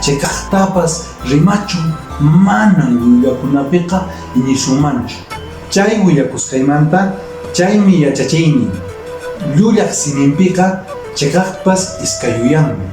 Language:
Quechua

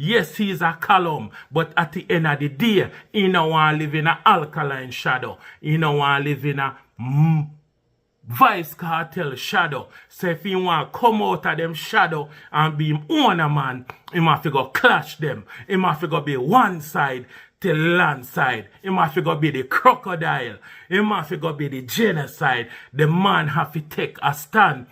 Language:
Jamaican Creole English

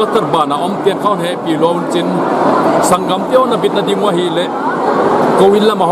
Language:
Paite Chin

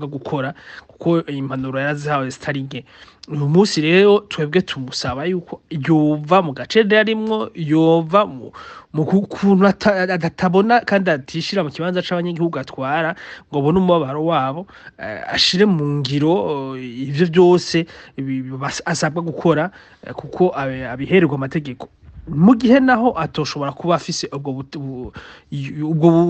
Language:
Rundi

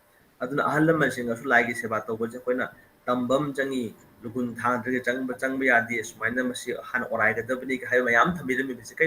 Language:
Manipuri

